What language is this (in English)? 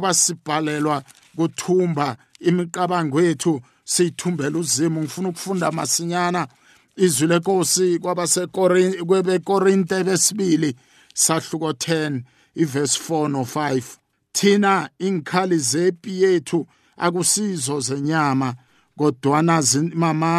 South Ndebele